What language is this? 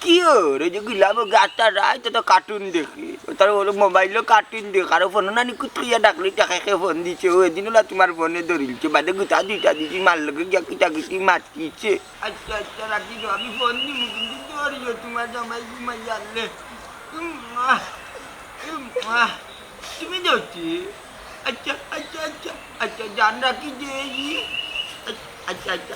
Sylheti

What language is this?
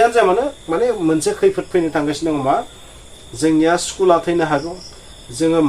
Bodo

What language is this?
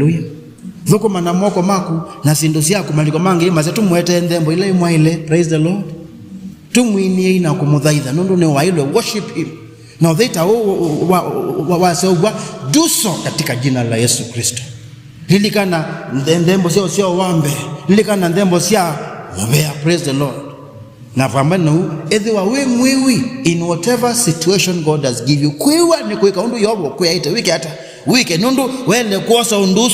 Kamba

